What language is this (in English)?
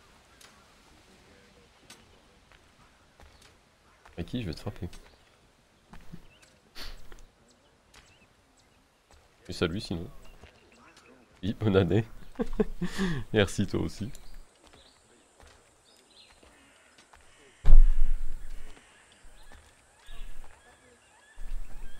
French